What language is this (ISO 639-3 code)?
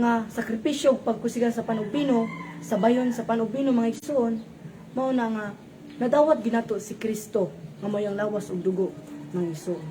ceb